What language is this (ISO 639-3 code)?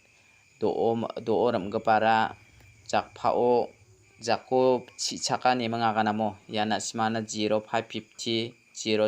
grt